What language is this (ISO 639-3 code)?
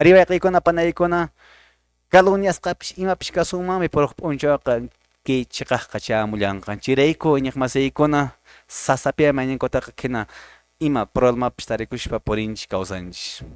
que